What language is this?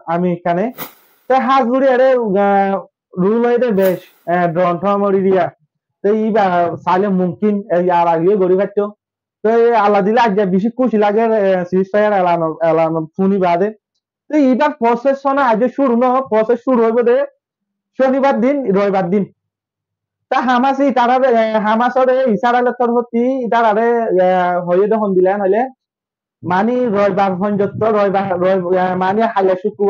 Rohingya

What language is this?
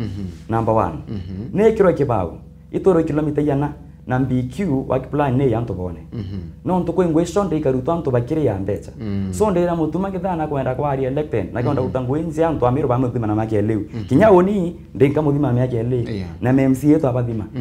Meru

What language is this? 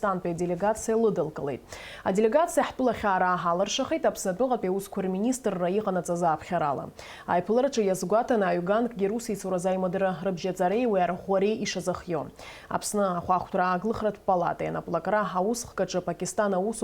Abkhazian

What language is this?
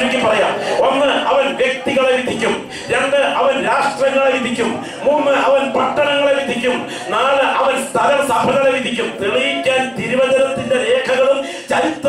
Malayalam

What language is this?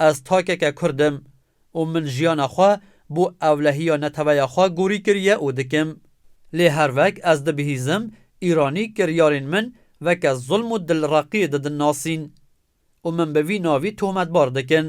Kurdish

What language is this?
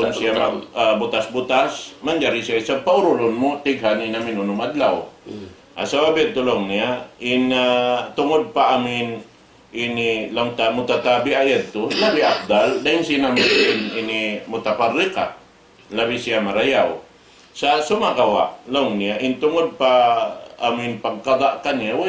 Tausug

